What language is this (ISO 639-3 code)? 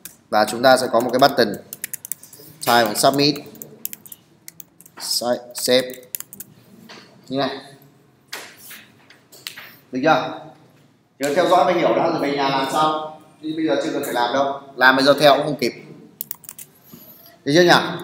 vie